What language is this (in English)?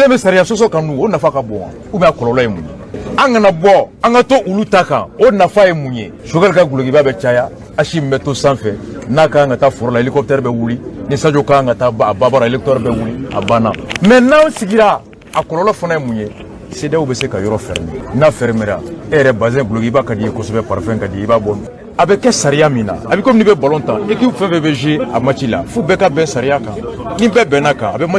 Bambara